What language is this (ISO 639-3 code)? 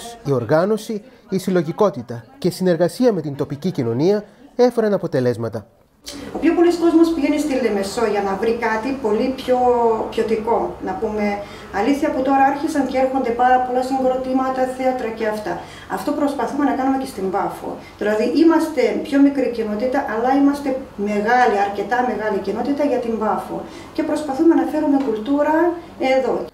ell